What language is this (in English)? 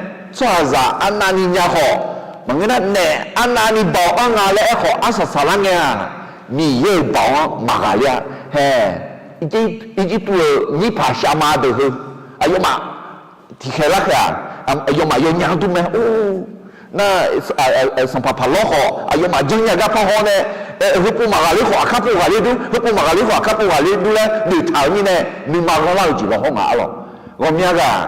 Akha